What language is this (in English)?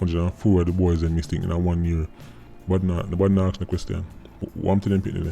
Jamaican Creole English